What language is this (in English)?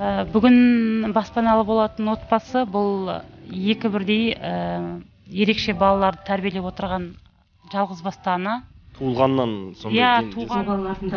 Kazakh